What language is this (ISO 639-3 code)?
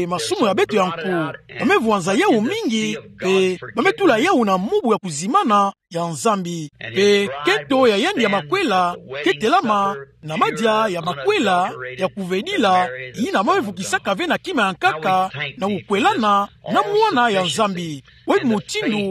ktu